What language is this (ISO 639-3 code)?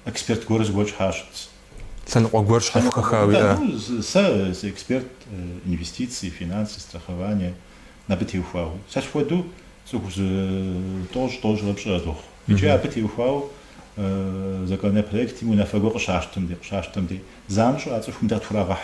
kbd